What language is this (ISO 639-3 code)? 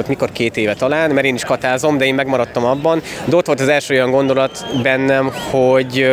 hun